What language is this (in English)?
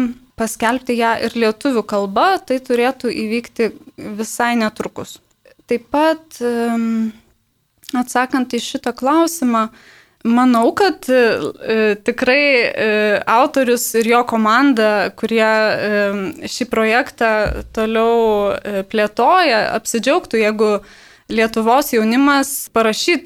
Lithuanian